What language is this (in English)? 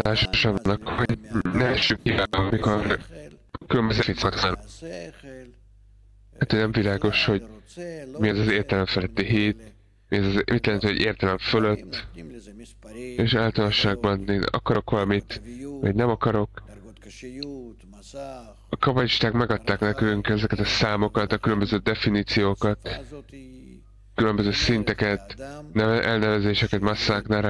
Hungarian